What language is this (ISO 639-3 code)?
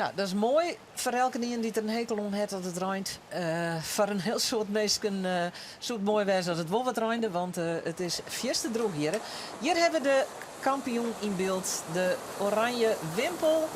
fry